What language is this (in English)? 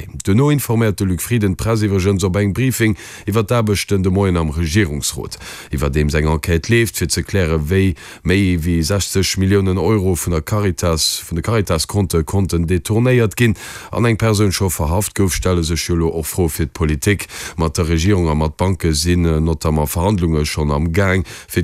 Luxembourgish